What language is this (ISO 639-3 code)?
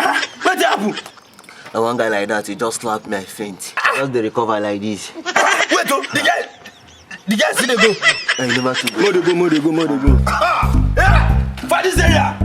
pcm